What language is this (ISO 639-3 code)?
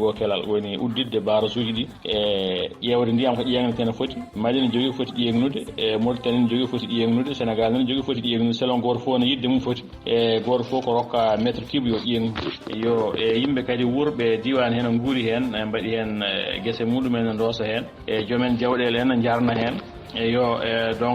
ful